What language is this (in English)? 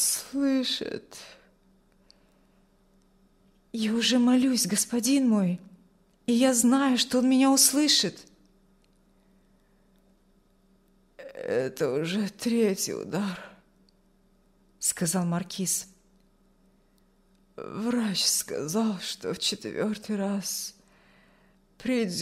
Russian